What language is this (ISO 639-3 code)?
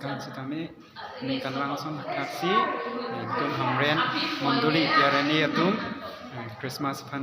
mjw